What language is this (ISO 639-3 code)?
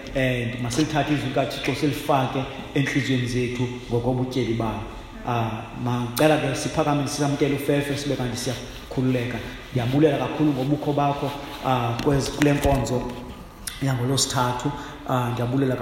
xho